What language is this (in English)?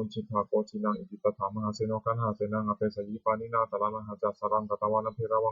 Pali